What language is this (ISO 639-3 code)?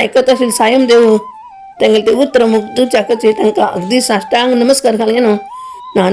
kok